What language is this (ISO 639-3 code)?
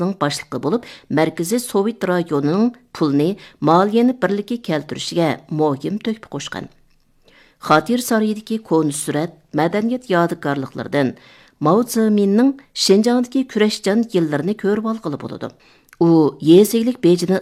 uig